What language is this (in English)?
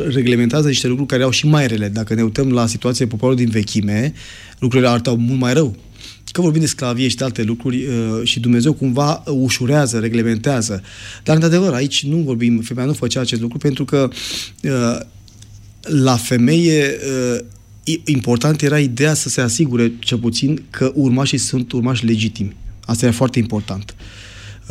Romanian